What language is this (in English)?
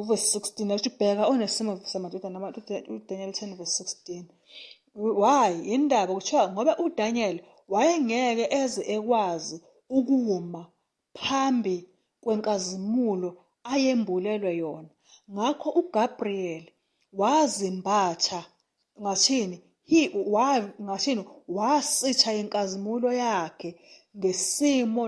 Zulu